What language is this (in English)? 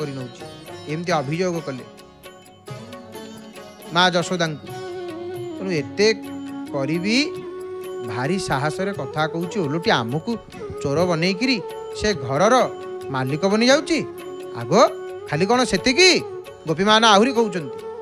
Odia